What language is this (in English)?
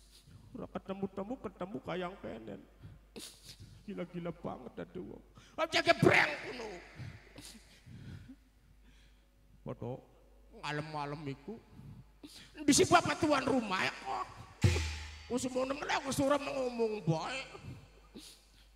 Javanese